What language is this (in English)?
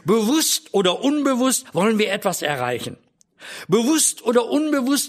German